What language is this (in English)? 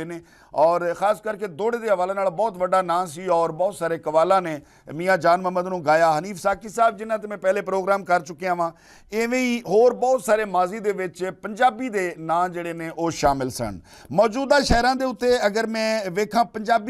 Western Panjabi